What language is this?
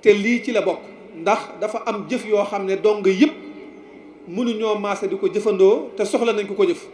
Wolof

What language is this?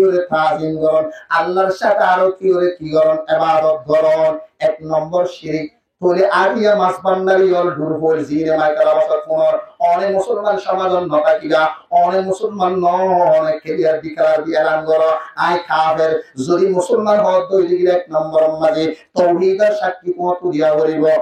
Rohingya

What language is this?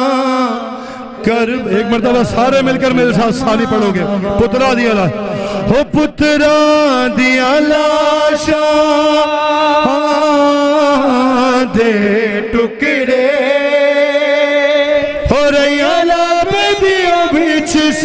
Urdu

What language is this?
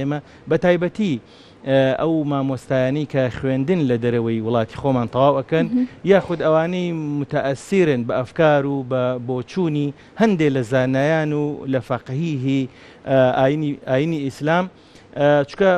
Central Kurdish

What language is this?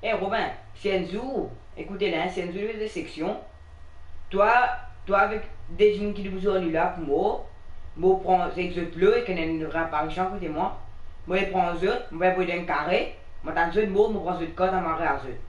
Morisyen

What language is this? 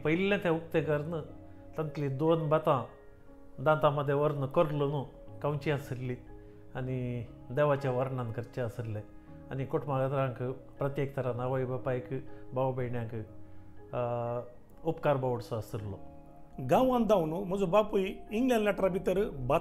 Konkani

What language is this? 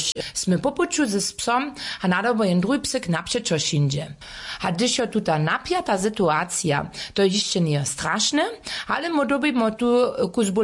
Upper Sorbian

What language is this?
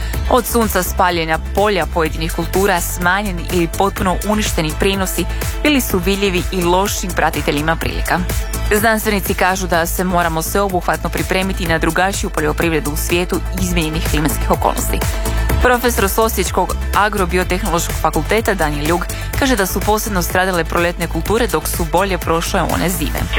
Croatian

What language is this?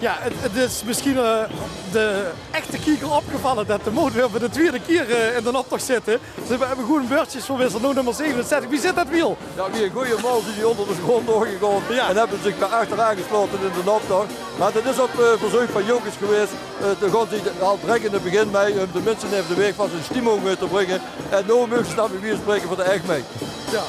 Limburgish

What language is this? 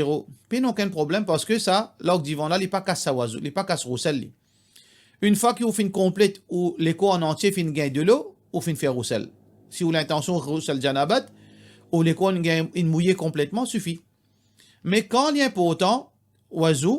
Morisyen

